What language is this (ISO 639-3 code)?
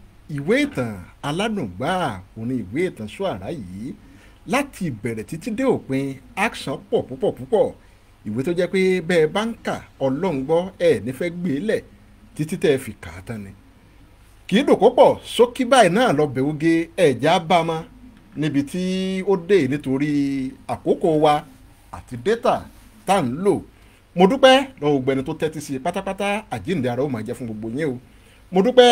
yor